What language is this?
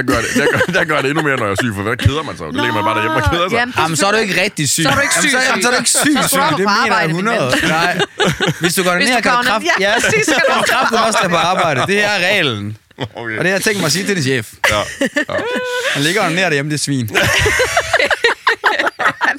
Danish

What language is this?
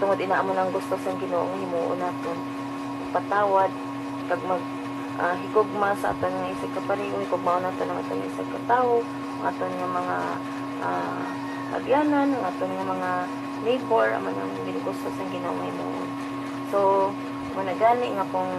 Hiligaynon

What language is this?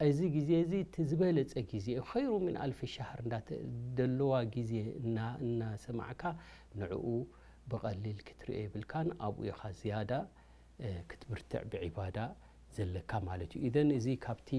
Tigrinya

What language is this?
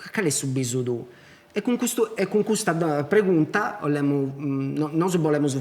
Sardinian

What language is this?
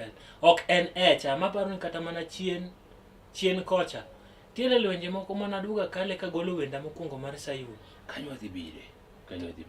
Luo (Kenya and Tanzania)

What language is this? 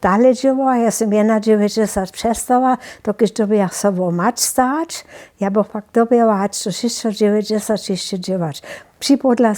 Upper Sorbian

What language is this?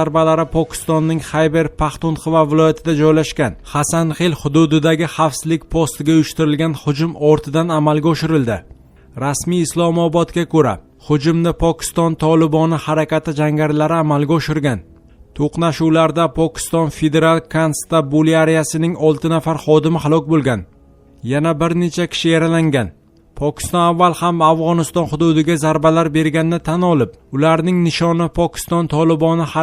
Uzbek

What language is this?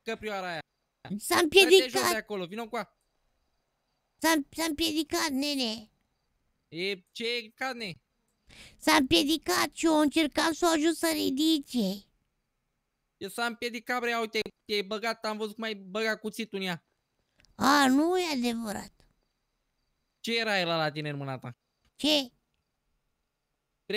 Romanian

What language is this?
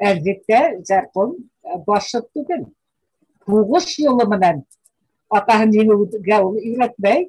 Bashkir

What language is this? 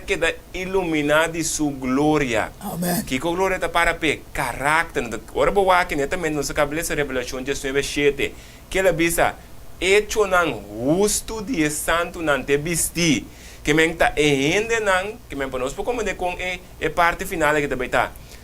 Papiamento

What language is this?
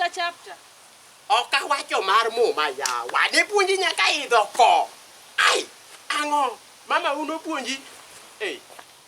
Luo (Kenya and Tanzania)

